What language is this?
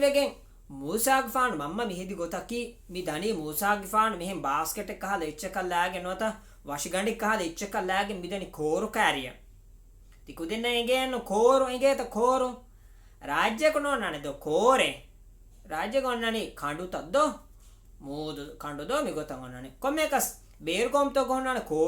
Divehi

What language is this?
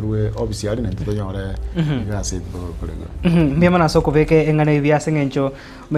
Gusii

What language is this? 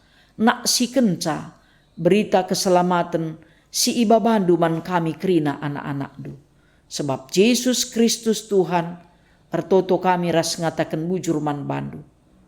Batak Karo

